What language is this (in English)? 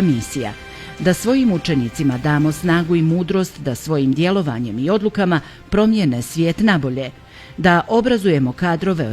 Bosnian